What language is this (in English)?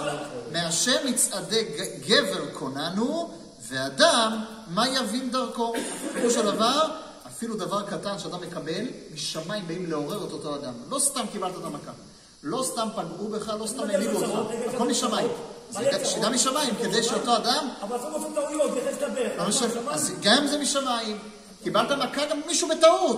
Hebrew